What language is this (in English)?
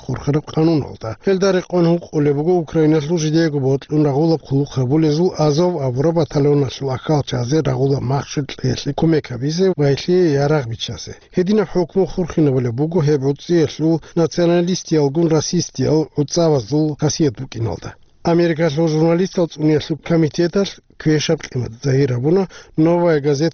Avaric